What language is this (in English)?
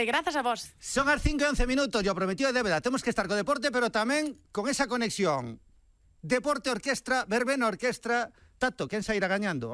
Galician